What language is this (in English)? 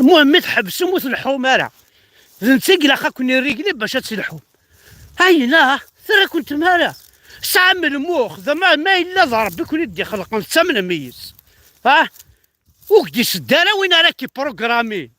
Kabyle